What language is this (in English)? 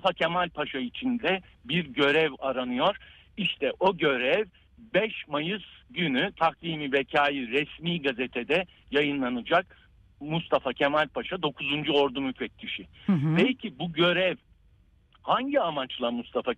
Turkish